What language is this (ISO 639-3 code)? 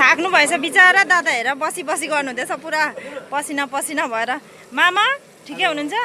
nep